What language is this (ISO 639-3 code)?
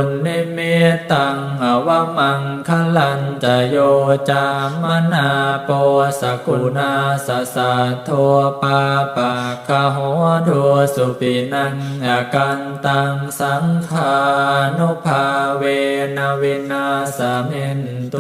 pli